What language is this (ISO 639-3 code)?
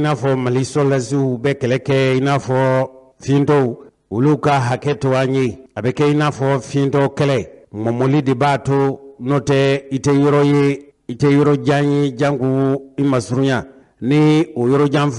bam